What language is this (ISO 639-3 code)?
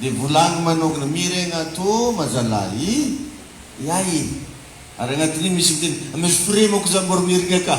mlg